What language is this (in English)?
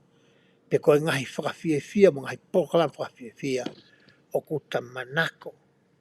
Tongan